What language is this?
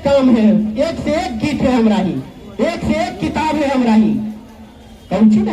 Magahi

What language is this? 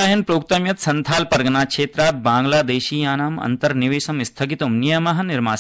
Sanskrit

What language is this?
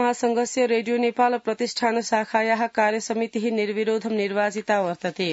Sanskrit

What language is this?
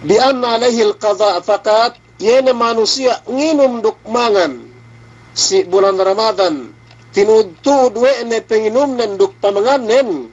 Yakan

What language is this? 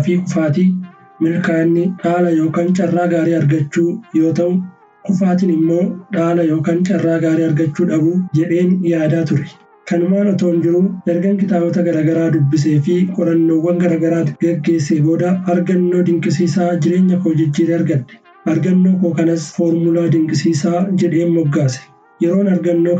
Oromo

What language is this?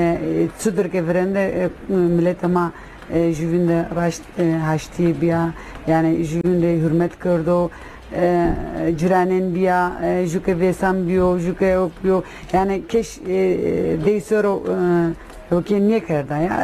Zaza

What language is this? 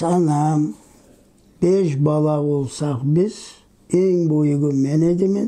Crimean Tatar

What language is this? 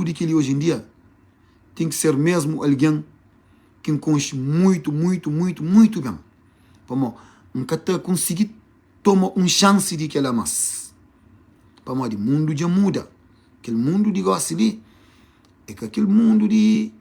Kabuverdianu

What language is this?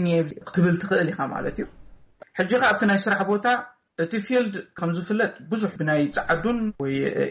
Tigrinya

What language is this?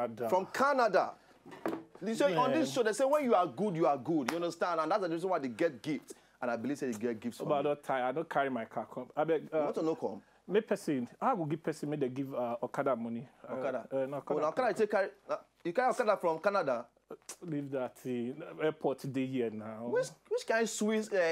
Nigerian Pidgin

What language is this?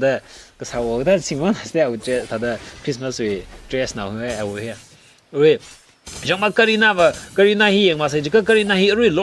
Tangkhul Naga (India)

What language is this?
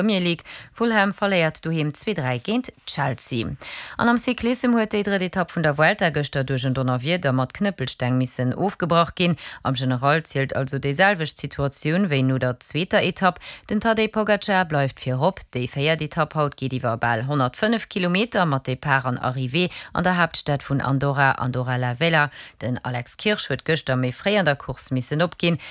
Luxembourgish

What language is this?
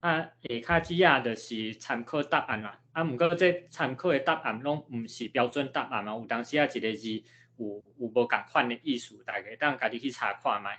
Min Nan Chinese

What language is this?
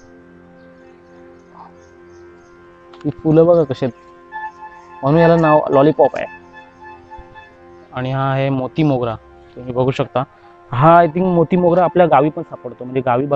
Marathi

